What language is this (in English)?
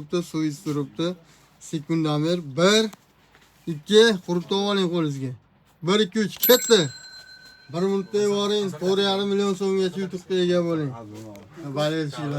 Uzbek